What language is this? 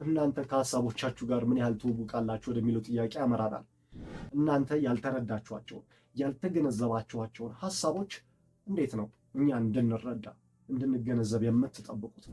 Amharic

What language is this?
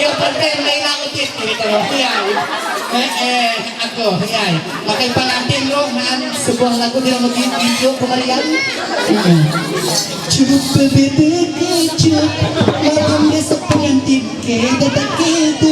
Ma'anyan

